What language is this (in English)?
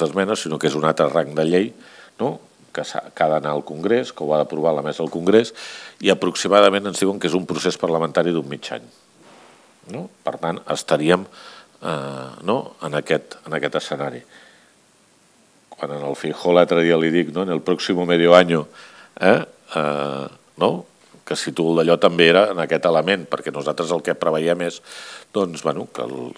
Catalan